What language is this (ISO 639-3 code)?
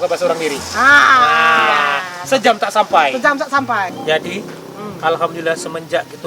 mui